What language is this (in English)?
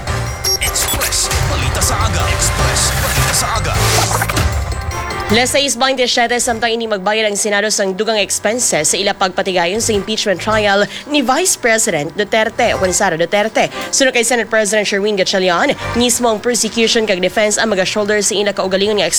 Hiligaynon